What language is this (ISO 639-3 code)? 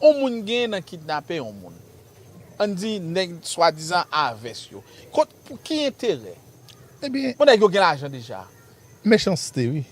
hat